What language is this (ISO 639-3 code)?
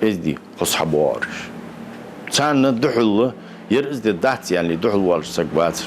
inh